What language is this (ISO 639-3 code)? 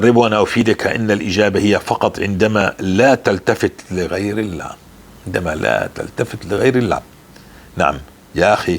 apc